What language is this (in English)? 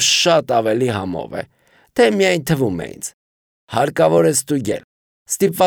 Armenian